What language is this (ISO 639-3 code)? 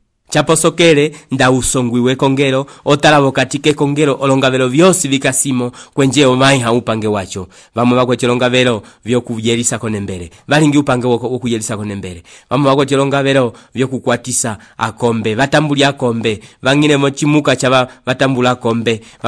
umb